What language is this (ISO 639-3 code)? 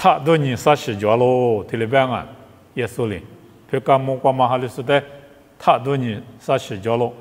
lis